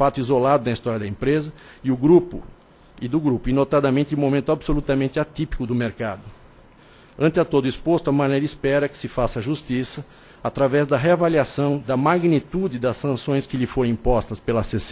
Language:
Portuguese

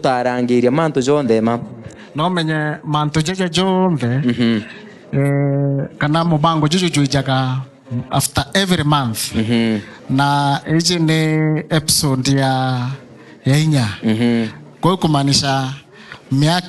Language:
Meru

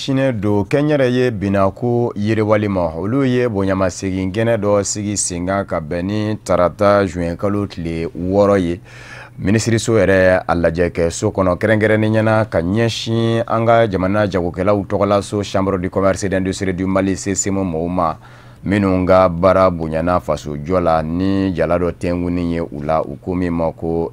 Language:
Bambara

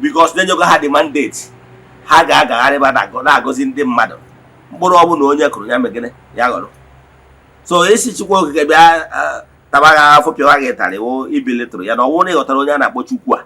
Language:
Igbo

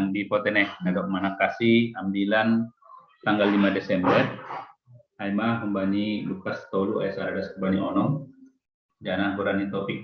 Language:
Batak Simalungun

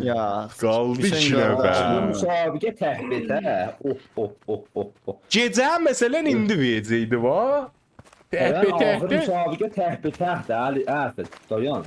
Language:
South Azerbaijani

